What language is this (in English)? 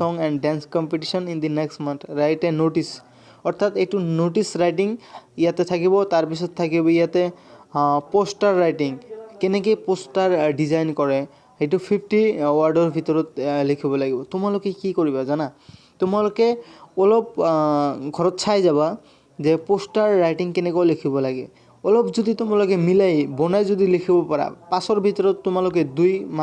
Assamese